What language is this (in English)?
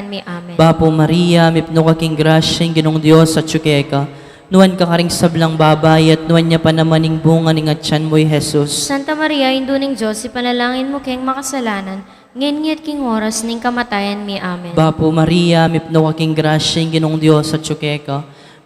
Pampanga